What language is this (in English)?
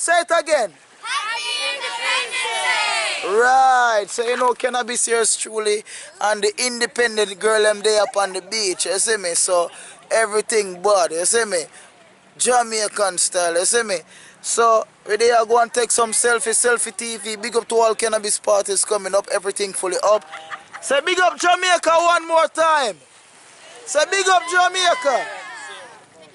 Jamaican Creole English